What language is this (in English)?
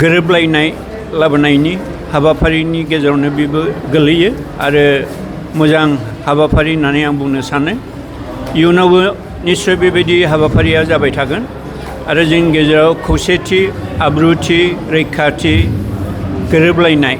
Bodo